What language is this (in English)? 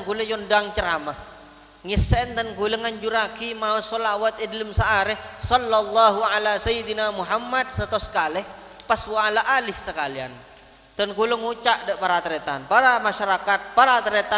Madurese